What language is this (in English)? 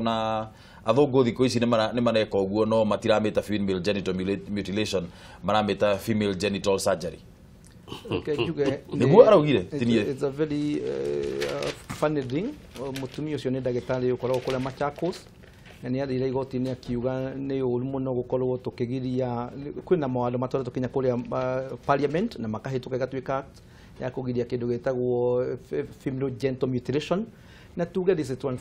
Kikuyu